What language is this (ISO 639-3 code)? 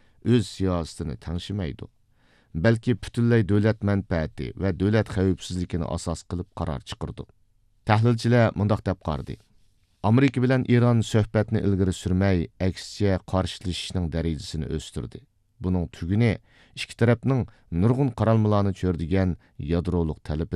uig